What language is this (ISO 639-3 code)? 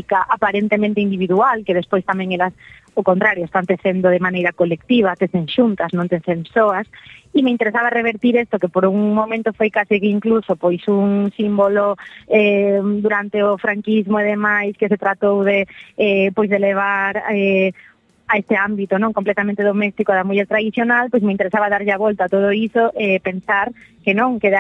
glg